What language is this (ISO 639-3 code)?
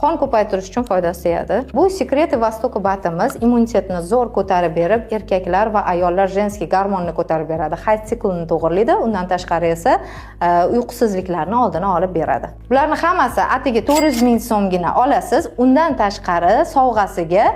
uzb